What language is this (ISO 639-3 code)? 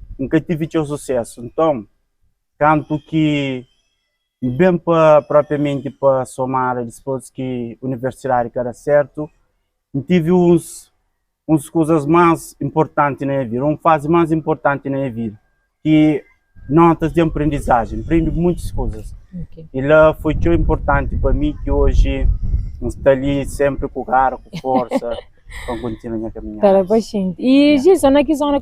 kea